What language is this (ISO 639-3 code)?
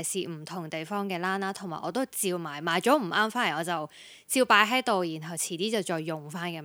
yue